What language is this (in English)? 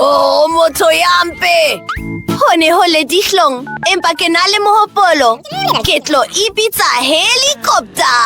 Southern Sotho